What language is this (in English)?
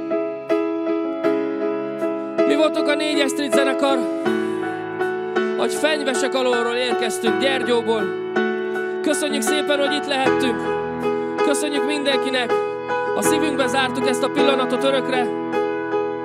Hungarian